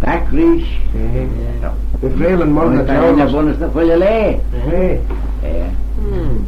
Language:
Manx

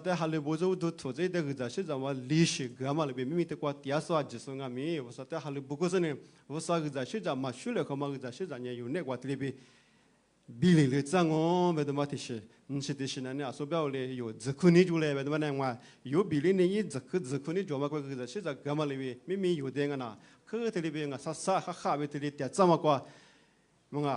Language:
Lisu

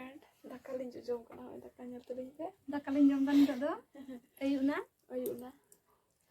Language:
Santali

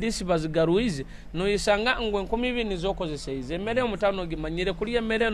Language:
Nyoro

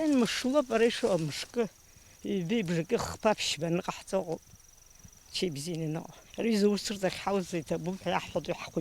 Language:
Abkhazian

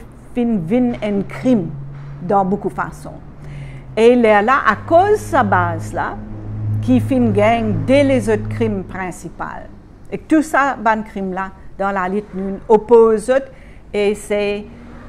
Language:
Morisyen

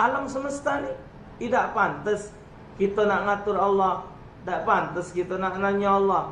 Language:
Musi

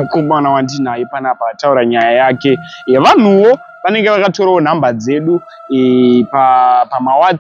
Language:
Shona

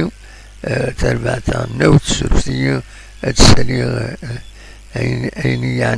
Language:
Kabyle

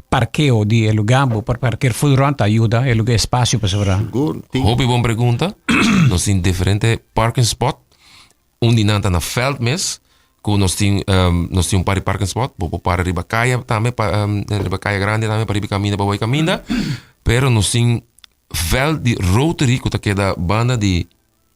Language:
Papiamento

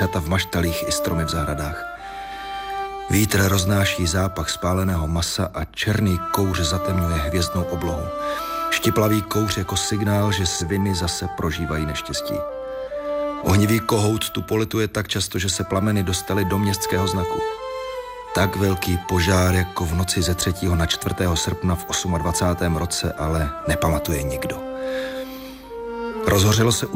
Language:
Czech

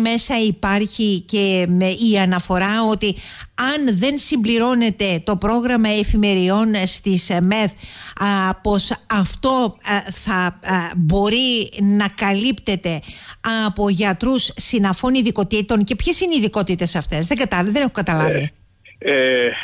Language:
Greek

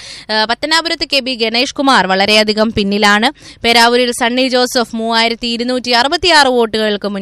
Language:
Malayalam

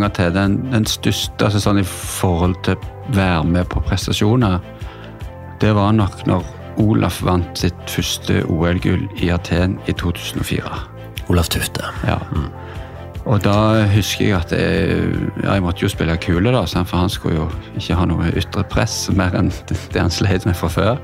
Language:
Norwegian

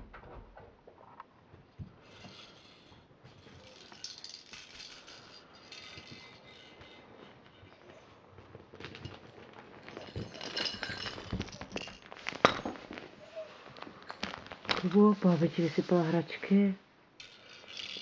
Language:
Czech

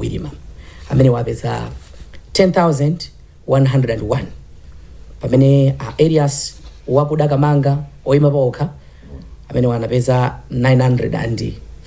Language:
Nyanja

